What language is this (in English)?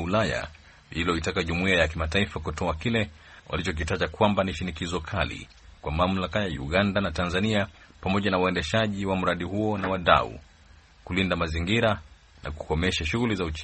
Swahili